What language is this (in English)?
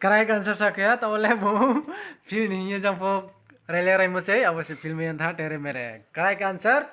Riang (India)